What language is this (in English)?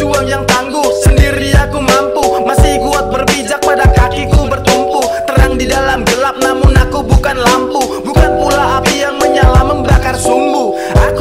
Indonesian